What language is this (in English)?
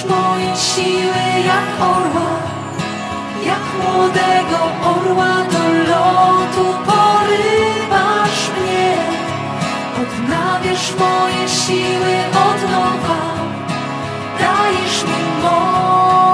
Polish